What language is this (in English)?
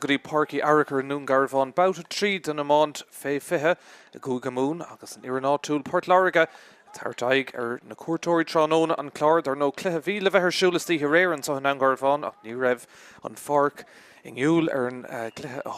Irish